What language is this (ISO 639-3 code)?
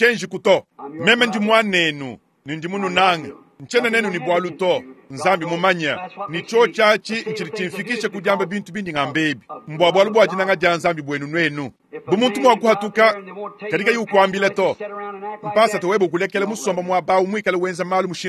lua